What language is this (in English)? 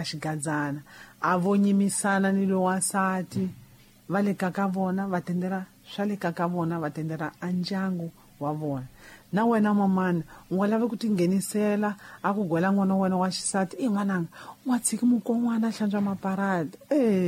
Tsonga